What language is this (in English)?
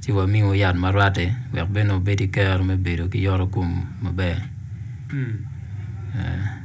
Acoli